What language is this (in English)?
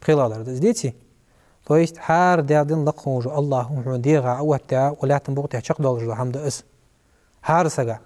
Ingush